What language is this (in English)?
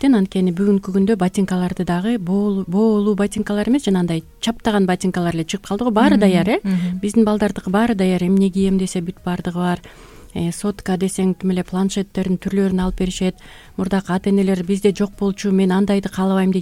Kyrgyz